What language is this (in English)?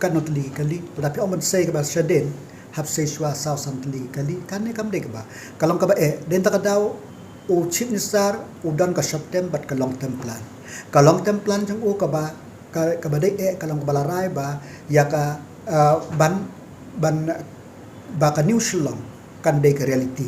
Khasi